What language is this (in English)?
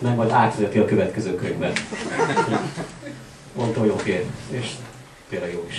Hungarian